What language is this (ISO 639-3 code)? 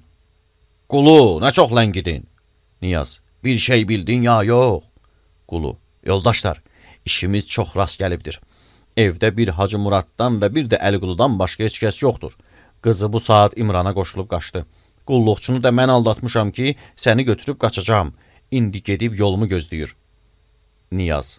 aze